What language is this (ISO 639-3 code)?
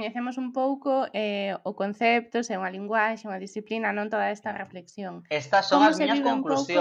glg